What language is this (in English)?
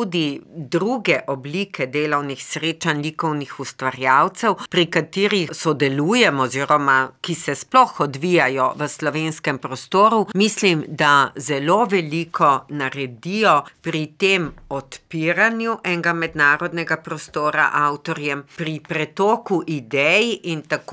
Slovenian